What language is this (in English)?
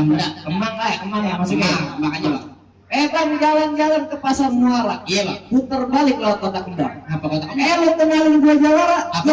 Betawi